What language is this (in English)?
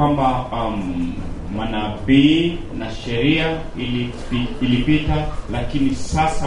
Swahili